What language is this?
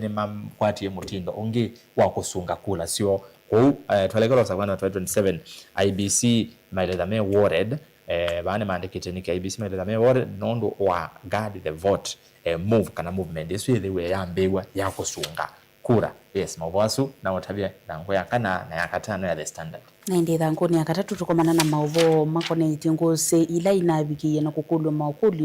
Kamba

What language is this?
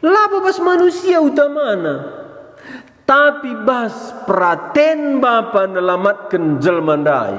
Batak Karo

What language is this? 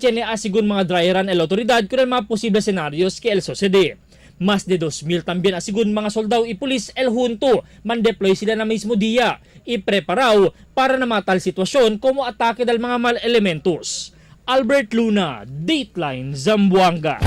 Chavacano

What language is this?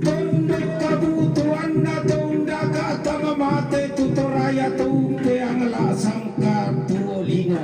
Toraja-Sa'dan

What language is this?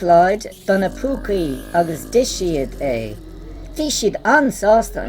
Irish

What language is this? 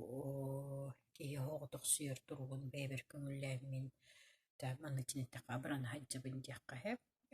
Yakut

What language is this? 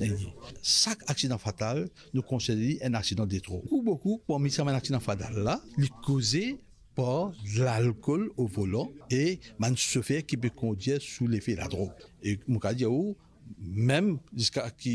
Morisyen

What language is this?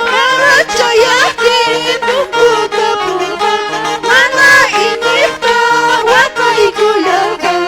Quechua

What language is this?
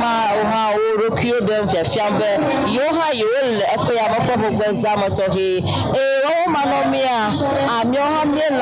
Ewe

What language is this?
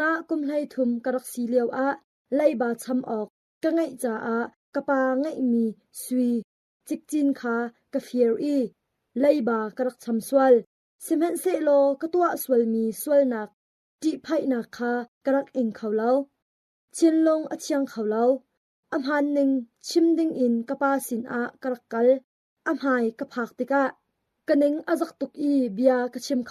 Hakha Chin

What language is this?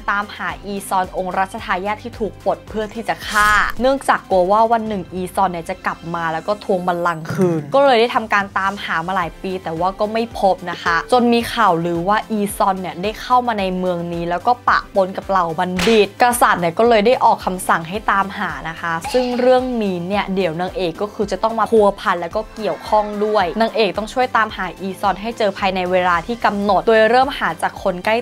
Thai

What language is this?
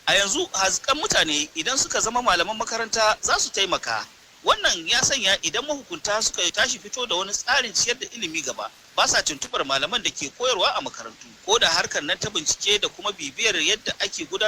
Hausa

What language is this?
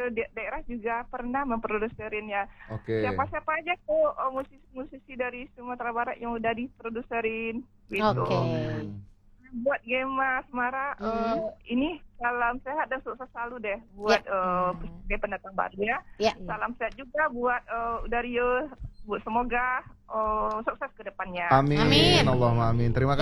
Indonesian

